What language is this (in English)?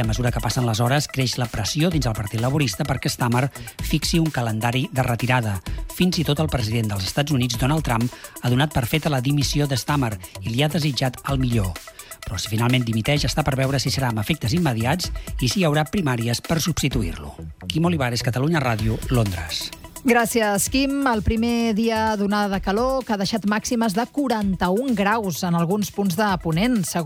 Catalan